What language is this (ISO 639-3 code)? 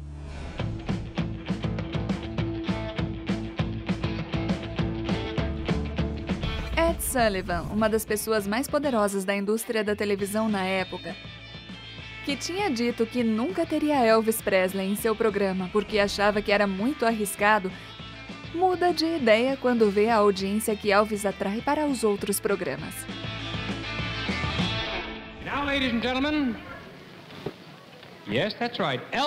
por